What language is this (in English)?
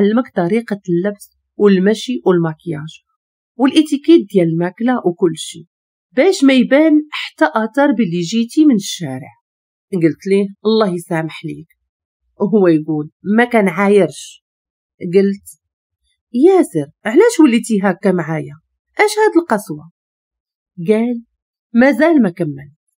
Moroccan Arabic